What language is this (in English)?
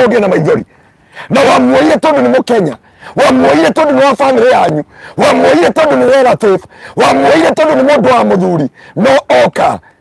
Kikuyu